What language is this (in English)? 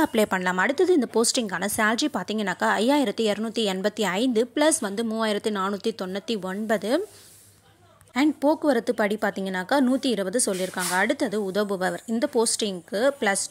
Tamil